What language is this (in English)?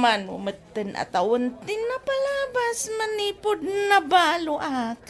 Iloko